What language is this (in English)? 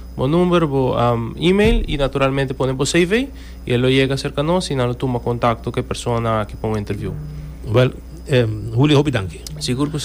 Papiamento